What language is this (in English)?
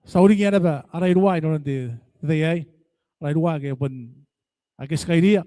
Gilbertese